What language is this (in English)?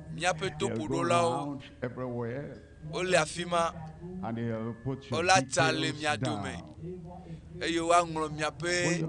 Ewe